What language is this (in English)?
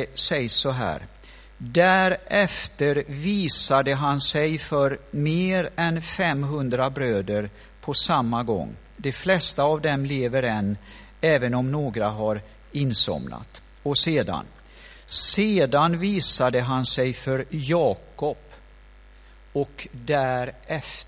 Swedish